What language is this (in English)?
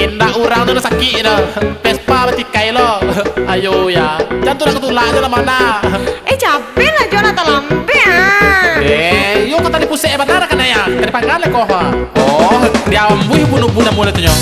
Minangkabau